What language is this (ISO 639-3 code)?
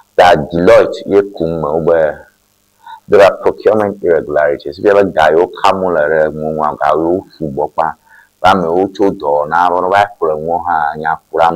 ewe